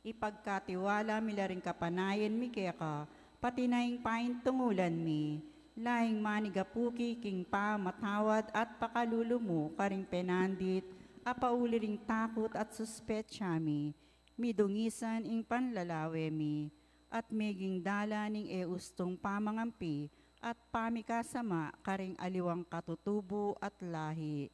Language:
Pampanga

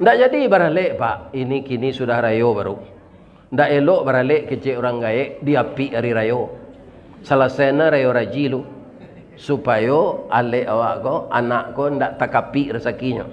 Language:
Minangkabau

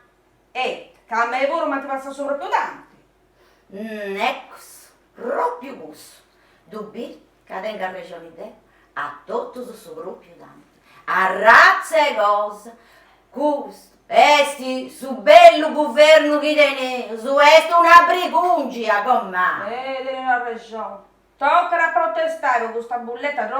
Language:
Sardinian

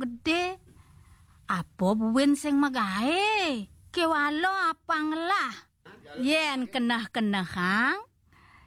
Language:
Balinese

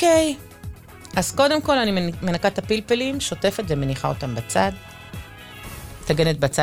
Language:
Hebrew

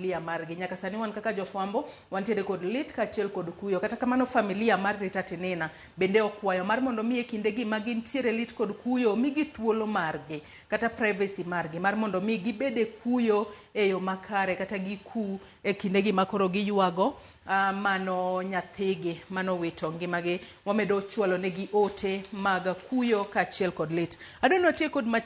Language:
Luo (Kenya and Tanzania)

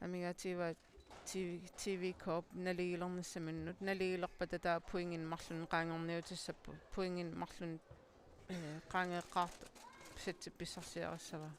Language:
Kalaallisut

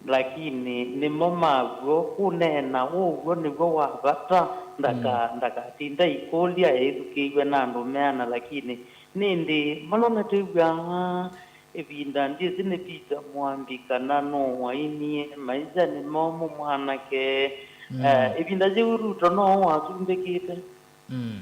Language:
Kamba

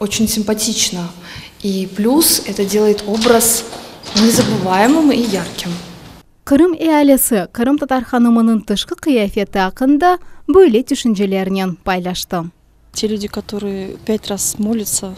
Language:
Crimean Tatar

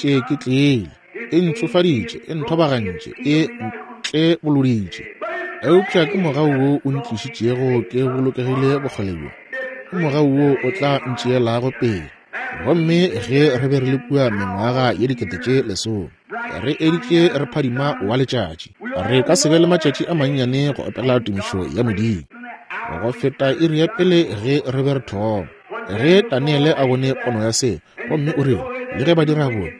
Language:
Northern Sotho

